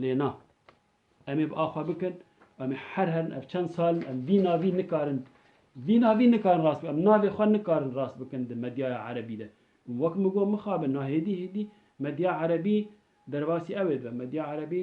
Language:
Kurdish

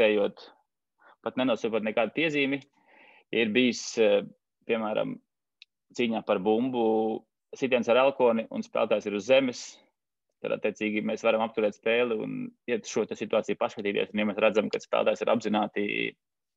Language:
Latvian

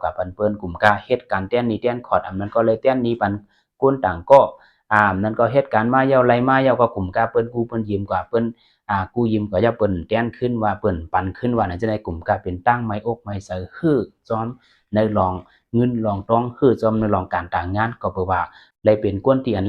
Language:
Shan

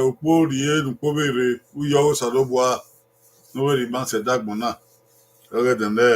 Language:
Bini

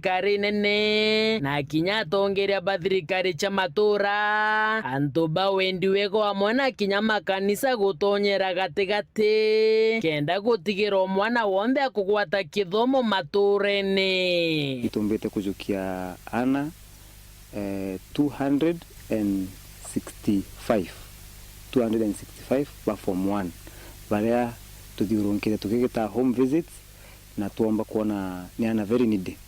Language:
Meru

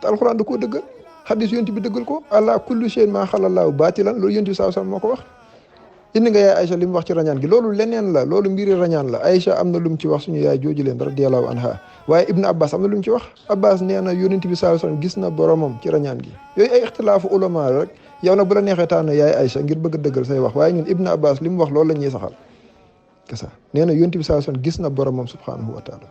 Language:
Wolof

